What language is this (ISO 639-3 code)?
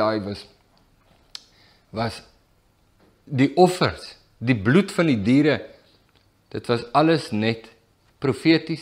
afr